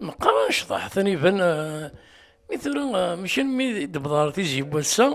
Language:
Kabyle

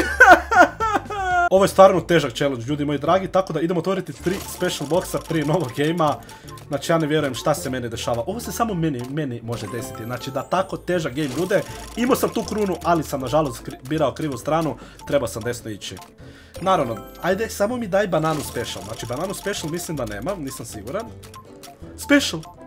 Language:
Croatian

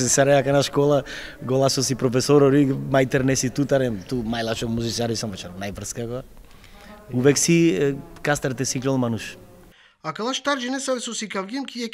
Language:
Macedonian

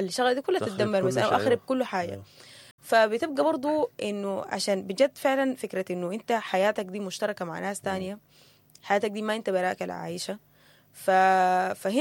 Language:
Sudanese Arabic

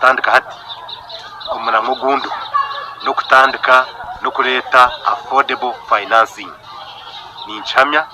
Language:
Nyankole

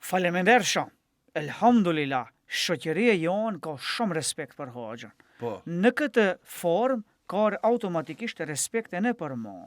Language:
Albanian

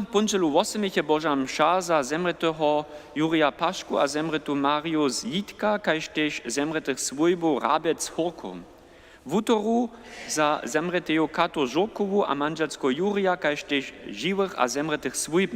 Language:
Upper Sorbian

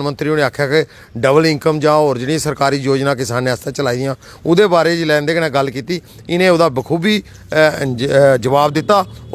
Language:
Dogri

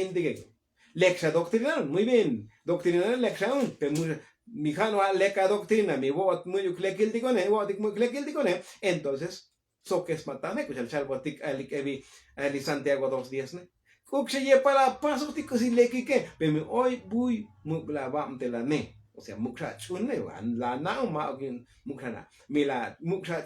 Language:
Tzotzil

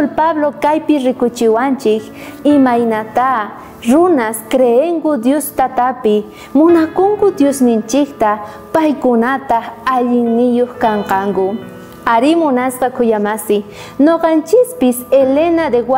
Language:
South Bolivian Quechua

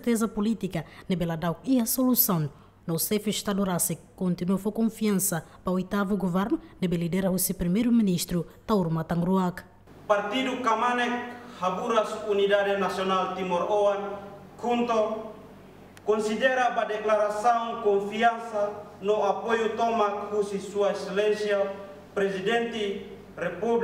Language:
Tetum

